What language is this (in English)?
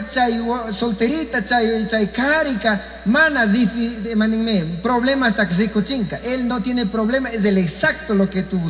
Chimborazo Highland Quichua